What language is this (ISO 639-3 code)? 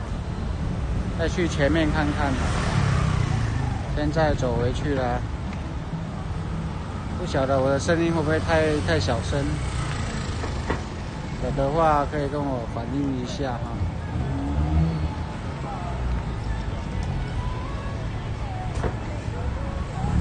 zho